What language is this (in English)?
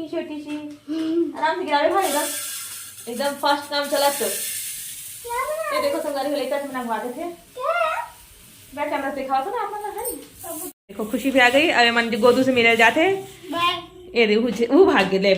Chhattisgarhi